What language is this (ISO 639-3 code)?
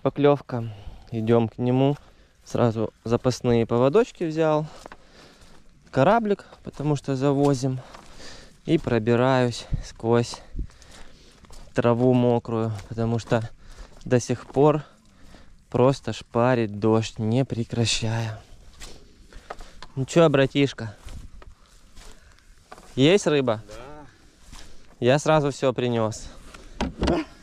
rus